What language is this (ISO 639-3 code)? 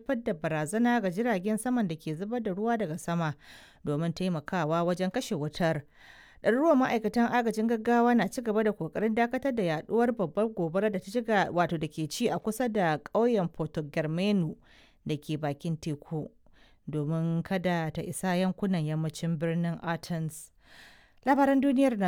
hau